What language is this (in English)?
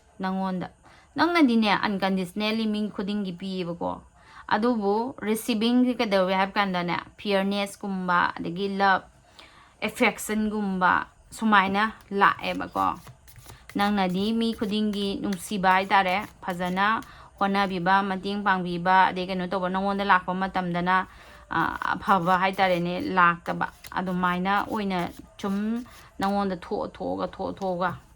Manipuri